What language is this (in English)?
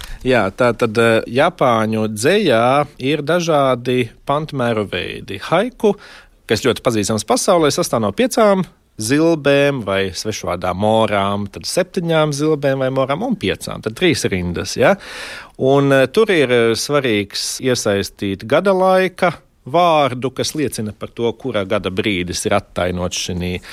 Latvian